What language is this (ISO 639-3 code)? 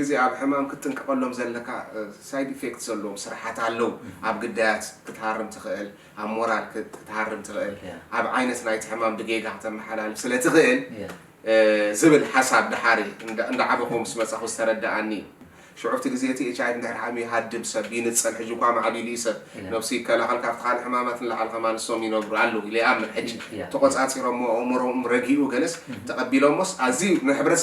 tir